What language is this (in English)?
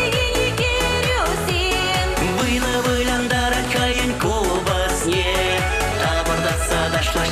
Chuvash